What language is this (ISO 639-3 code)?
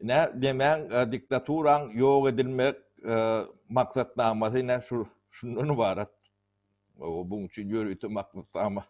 tuk